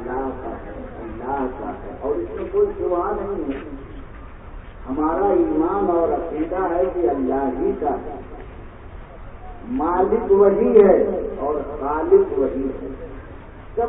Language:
Urdu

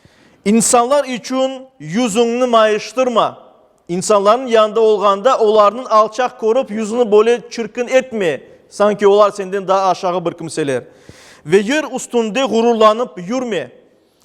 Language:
Crimean Tatar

